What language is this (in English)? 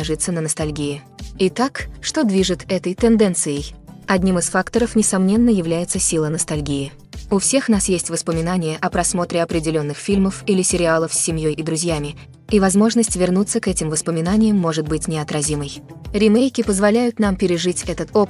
Russian